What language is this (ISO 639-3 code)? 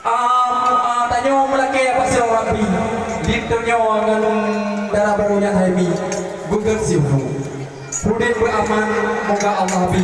ace